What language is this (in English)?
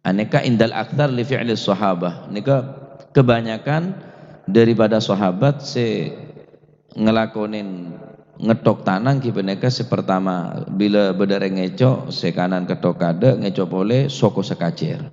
Madurese